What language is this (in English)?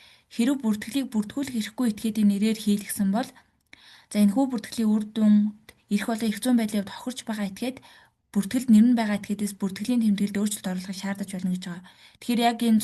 Mongolian